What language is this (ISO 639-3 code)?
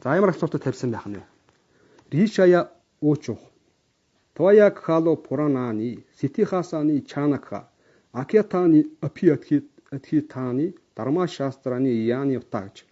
mon